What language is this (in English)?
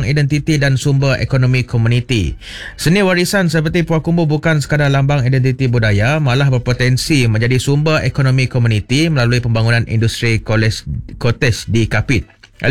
Malay